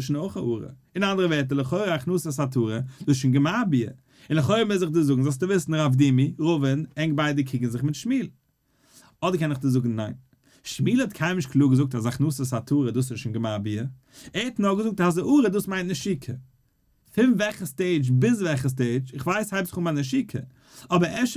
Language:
Yiddish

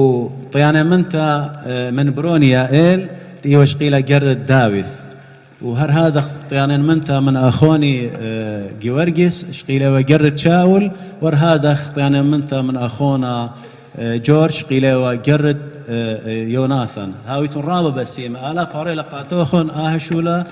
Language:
Assyrian Neo-Aramaic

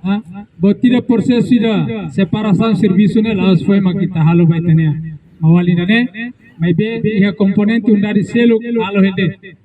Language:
Tetum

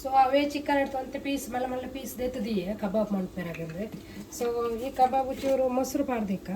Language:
Tulu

